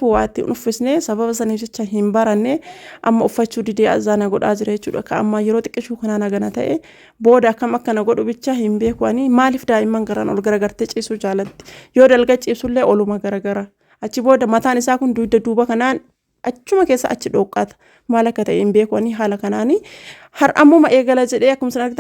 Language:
Oromo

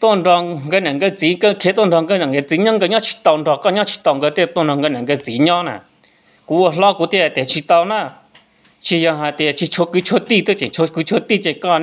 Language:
Hmong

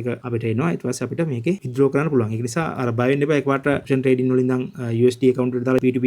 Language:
Sinhala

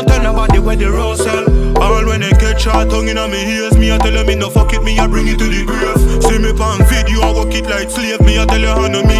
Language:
Jamaican Creole English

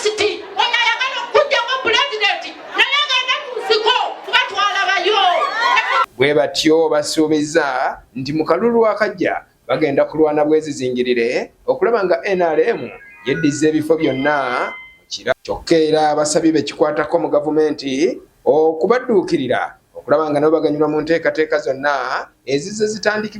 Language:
Ganda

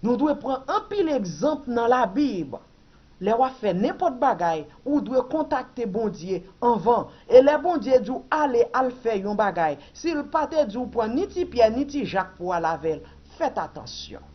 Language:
Haitian Creole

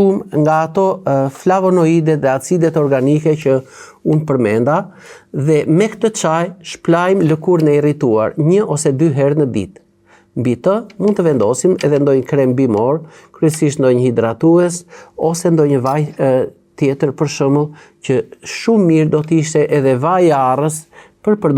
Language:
Albanian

